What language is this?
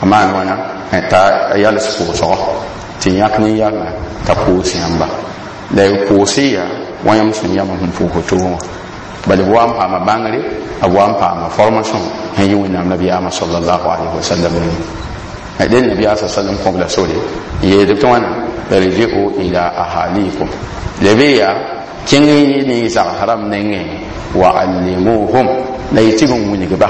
Mossi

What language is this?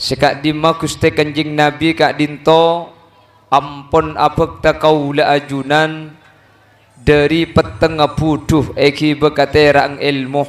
Madurese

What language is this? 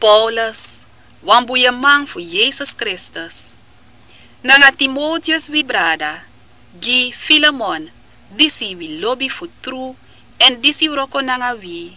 Sranan Tongo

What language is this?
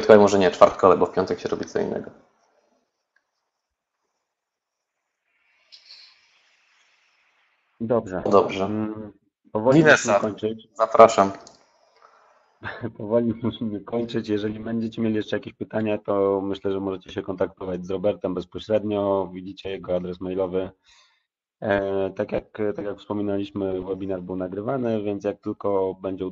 Polish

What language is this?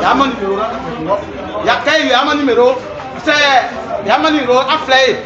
Baoulé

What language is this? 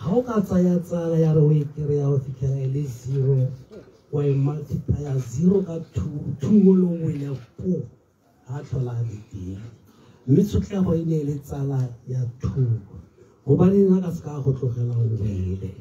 Tswana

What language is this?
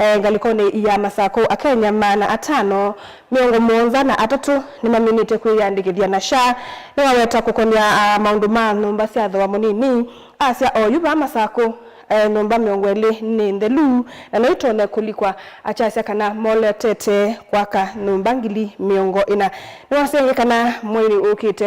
Kamba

